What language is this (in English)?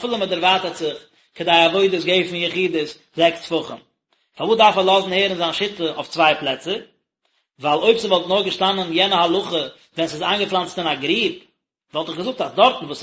Yiddish